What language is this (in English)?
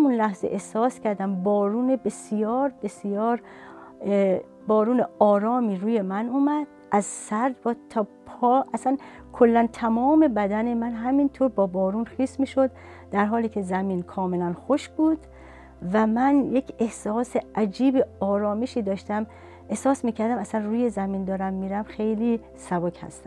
Persian